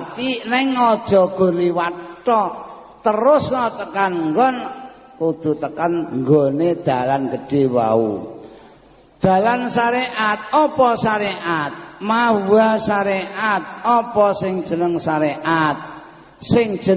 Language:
Javanese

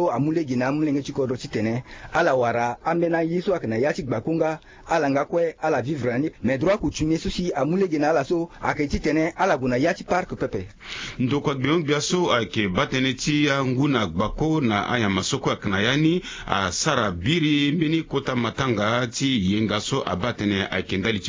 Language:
Sango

